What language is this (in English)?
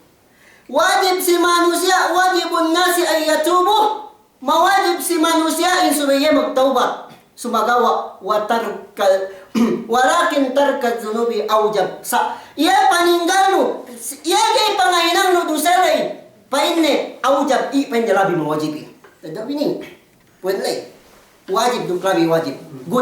Yakan